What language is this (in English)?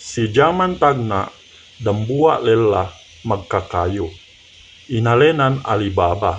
Yakan